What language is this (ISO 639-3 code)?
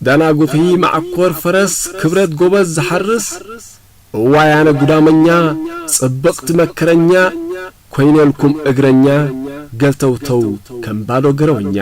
tir